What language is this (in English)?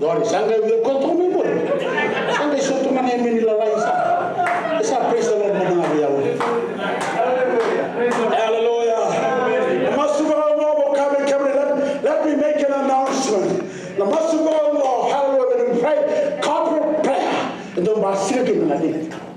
Fijian